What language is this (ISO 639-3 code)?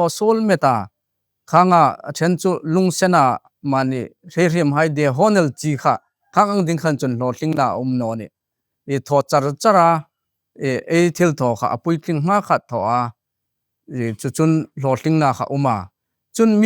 hmr